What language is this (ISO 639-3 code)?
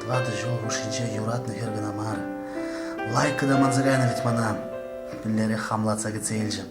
chv